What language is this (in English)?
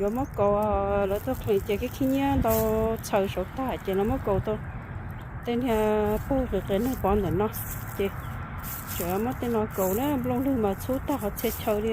Hmong